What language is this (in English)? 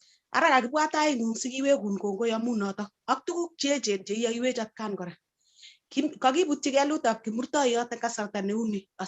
Kalenjin